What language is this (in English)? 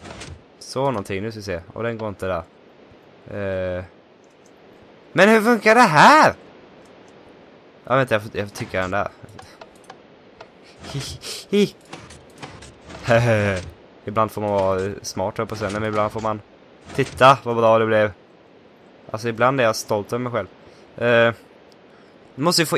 Swedish